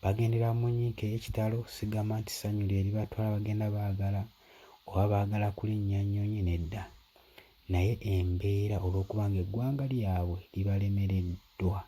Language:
Ganda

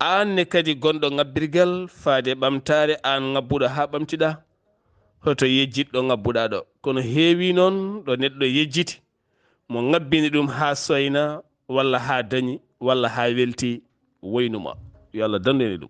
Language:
Fula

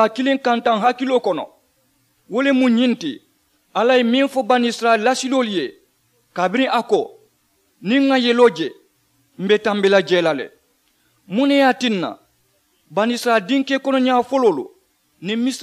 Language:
Mandingo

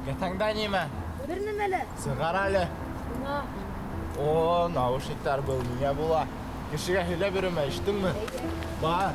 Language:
Bashkir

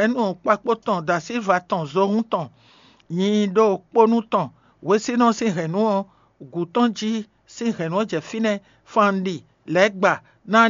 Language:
Fon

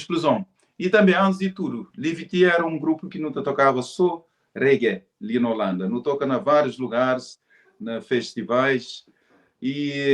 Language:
Kabuverdianu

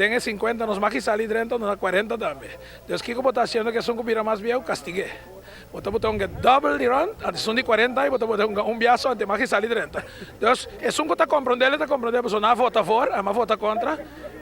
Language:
Papiamento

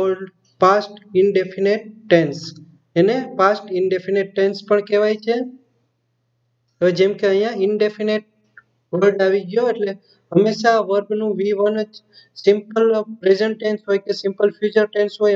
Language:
Gujarati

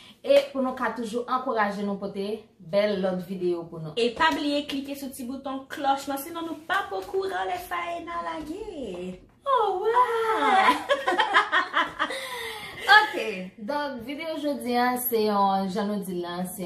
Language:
Haitian Creole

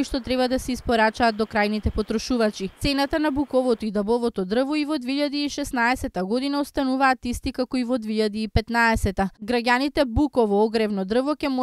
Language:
Macedonian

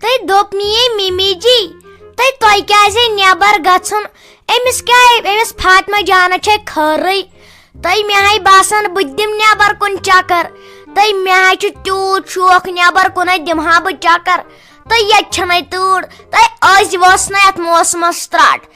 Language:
Kashmiri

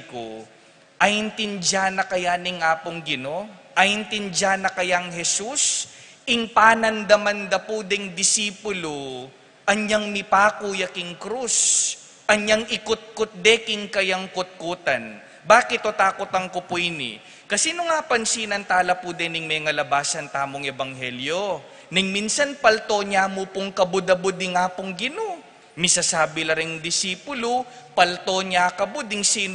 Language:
Pampanga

